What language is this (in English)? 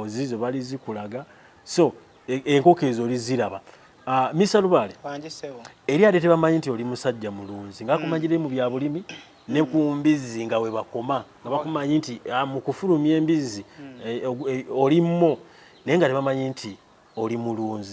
Ganda